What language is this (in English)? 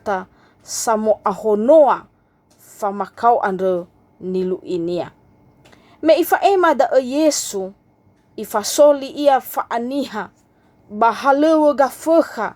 Nias